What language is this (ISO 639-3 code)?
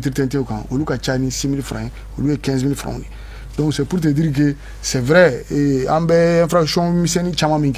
bam